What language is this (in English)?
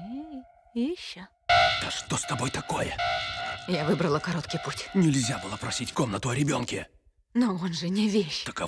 Russian